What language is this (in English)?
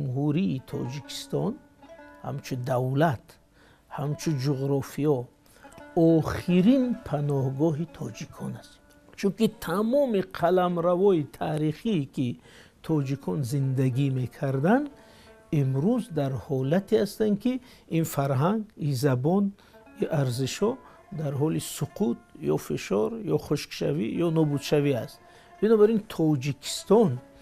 Tajik